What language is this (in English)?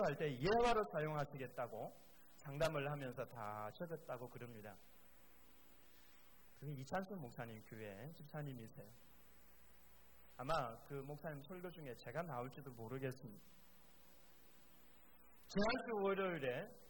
Korean